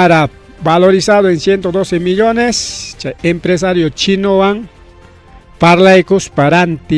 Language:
Ayacucho Quechua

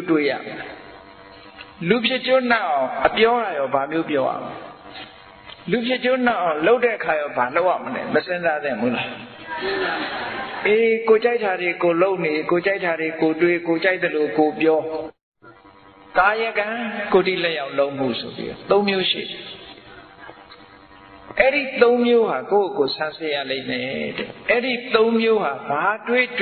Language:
Burmese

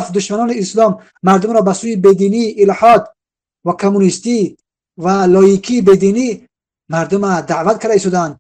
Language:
Tajik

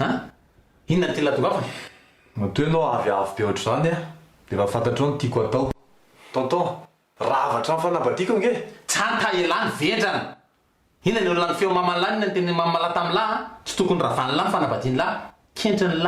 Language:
Malagasy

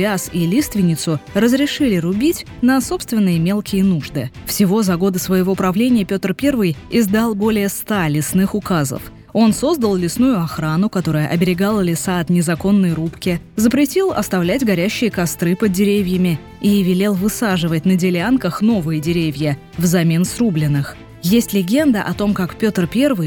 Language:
Russian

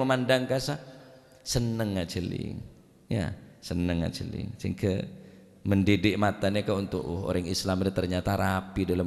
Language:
Madurese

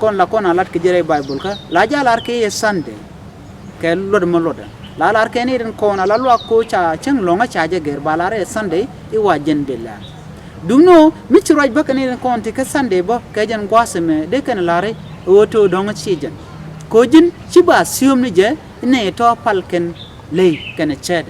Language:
Nuer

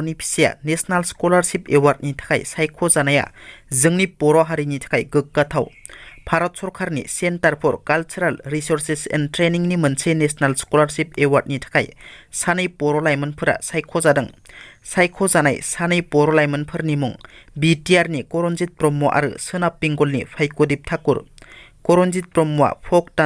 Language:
Bodo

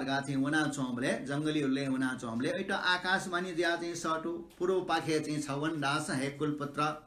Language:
Newari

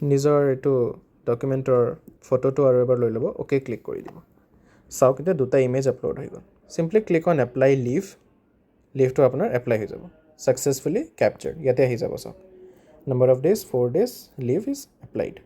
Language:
Assamese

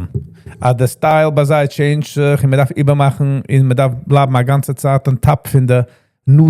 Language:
Yiddish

